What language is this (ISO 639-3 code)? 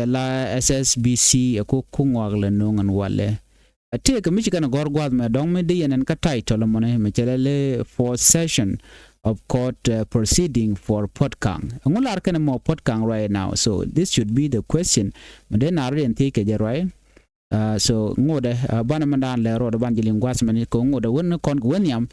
nus